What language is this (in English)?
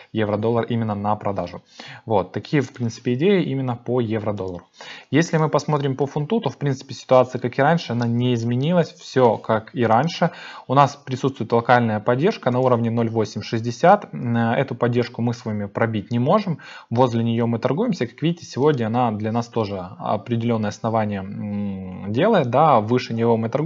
Russian